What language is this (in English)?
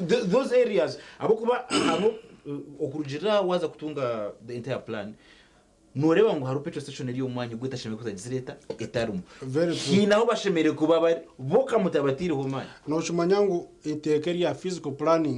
Nyankole